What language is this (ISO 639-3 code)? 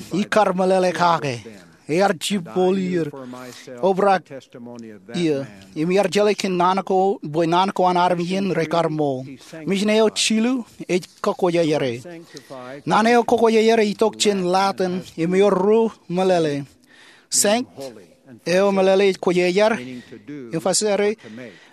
mah